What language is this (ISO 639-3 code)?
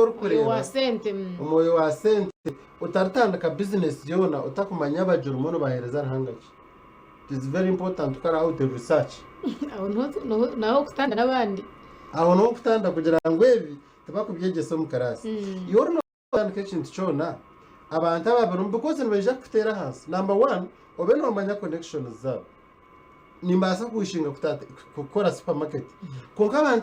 nyn